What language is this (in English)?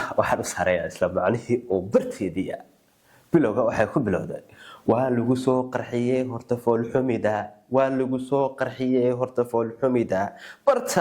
Somali